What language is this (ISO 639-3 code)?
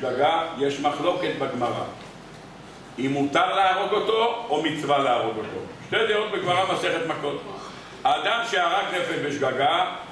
heb